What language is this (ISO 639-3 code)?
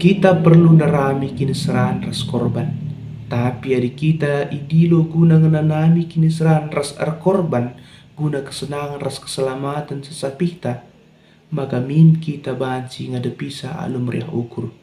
btx